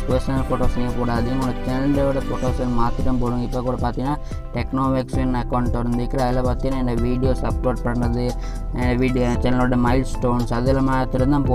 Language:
Tamil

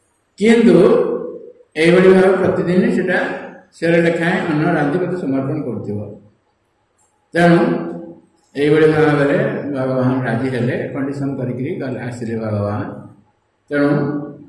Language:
Odia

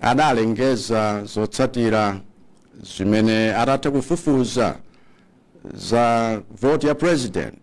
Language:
Nyanja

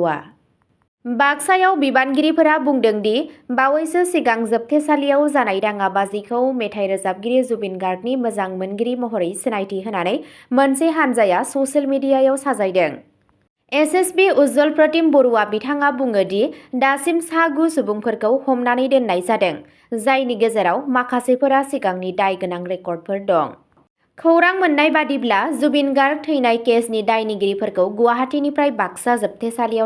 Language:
Bodo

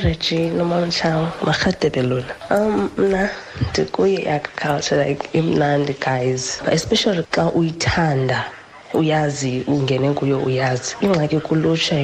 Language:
Xhosa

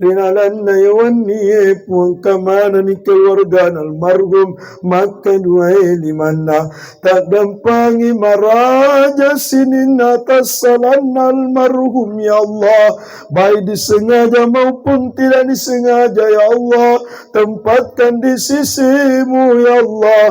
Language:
Buginese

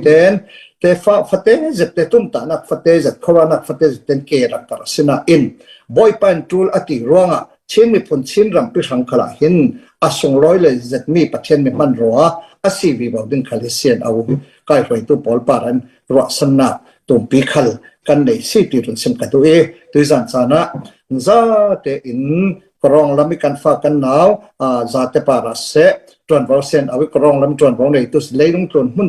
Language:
Falam Chin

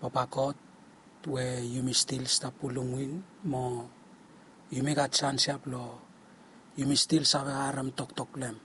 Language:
Bislama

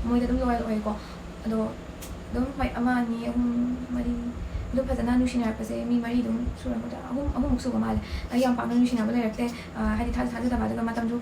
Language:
Manipuri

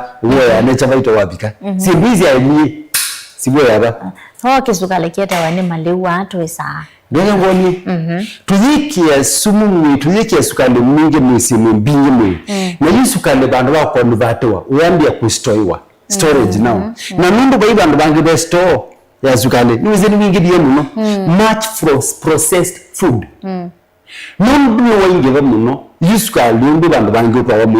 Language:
Kamba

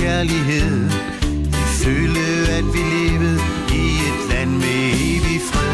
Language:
Danish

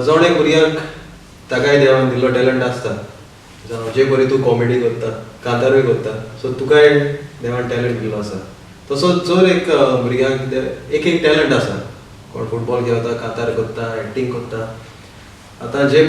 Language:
Konkani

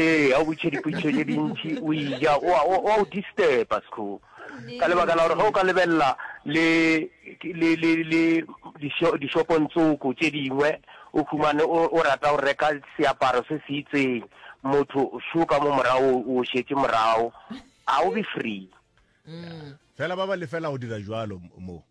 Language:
Northern Sotho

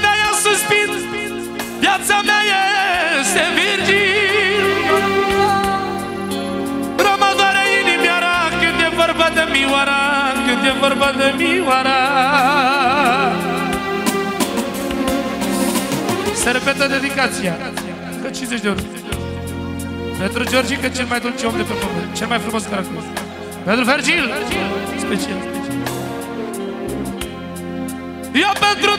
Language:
Romanian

